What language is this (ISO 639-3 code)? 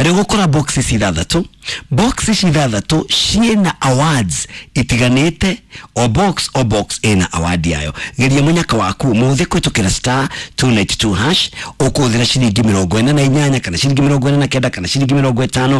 kik